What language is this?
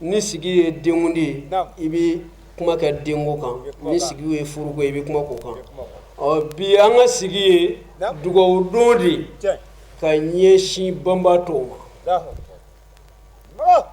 Bambara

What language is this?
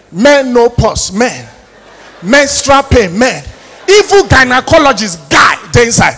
Nigerian Pidgin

